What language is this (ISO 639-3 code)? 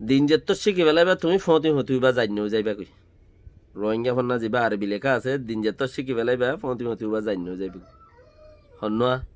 rhg